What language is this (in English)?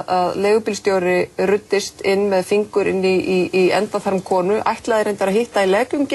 Icelandic